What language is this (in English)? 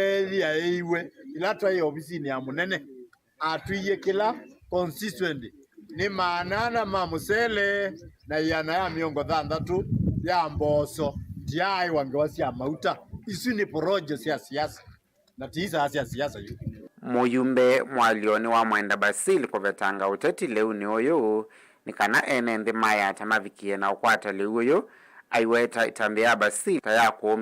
Kamba